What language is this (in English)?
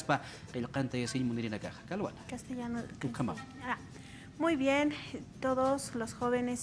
Aymara